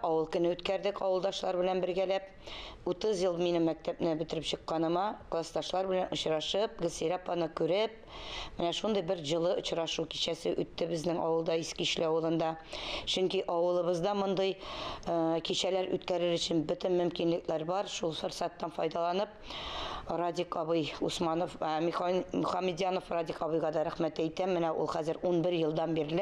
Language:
Tatar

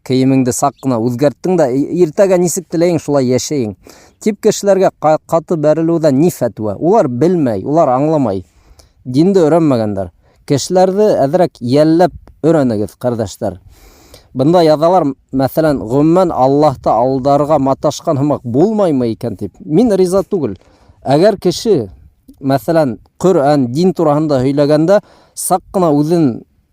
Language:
Bashkir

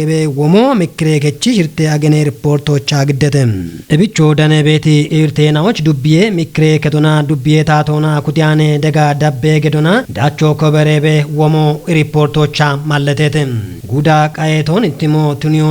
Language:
Kafa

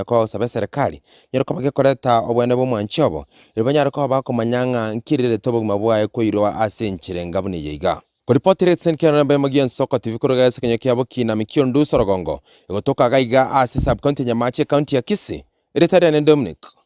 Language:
Gusii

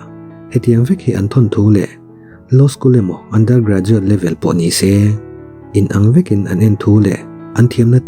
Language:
Mizo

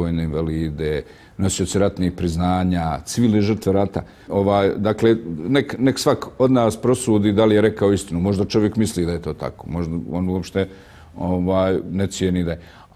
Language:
Bosnian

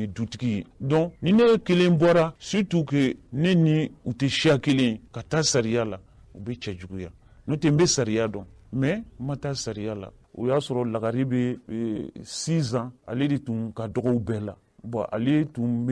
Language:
Bambara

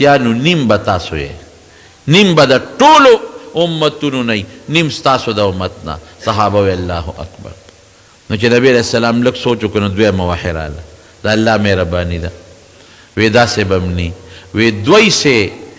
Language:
Pashto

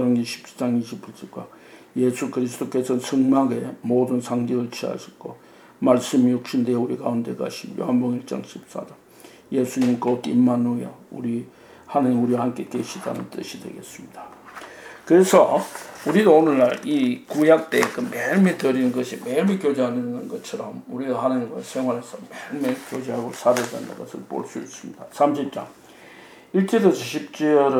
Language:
Korean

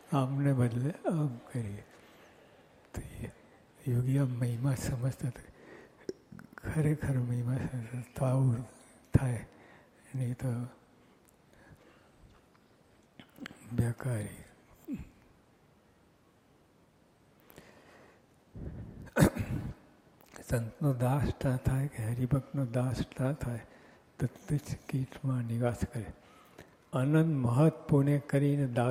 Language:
Gujarati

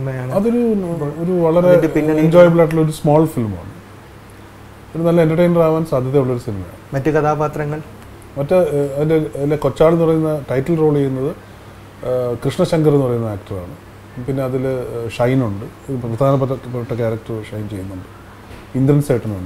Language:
Malayalam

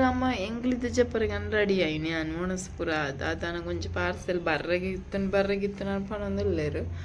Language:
Tulu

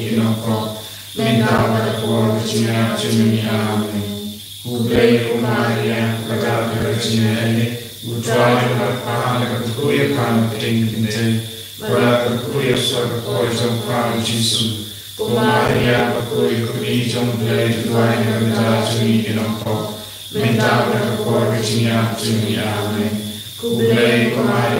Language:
Khasi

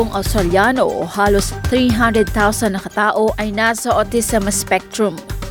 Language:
Filipino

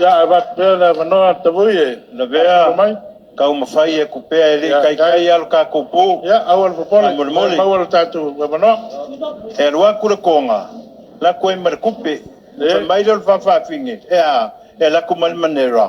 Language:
Samoan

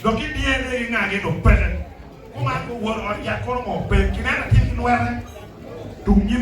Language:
Acoli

